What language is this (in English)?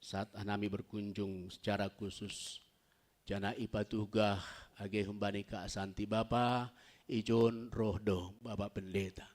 Batak Simalungun